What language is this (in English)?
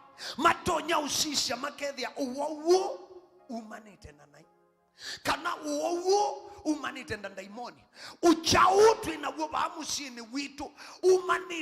Kamba